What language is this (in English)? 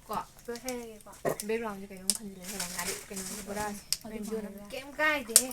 Manipuri